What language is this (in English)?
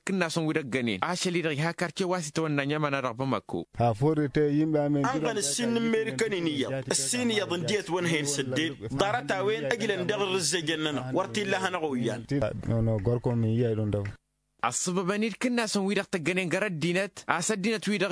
Tamasheq